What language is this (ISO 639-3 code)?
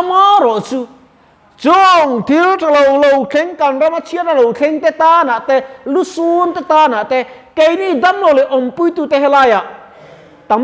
lus